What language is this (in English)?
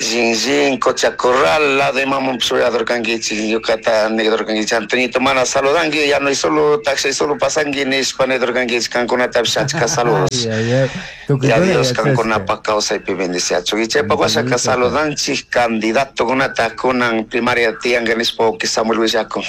Chimborazo Highland Quichua